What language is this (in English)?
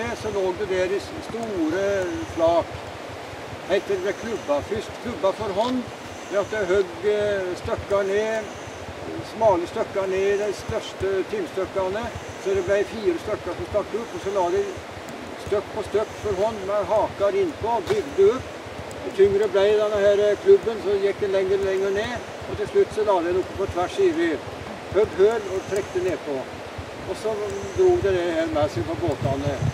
Norwegian